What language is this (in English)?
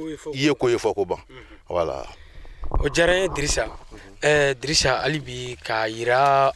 Bambara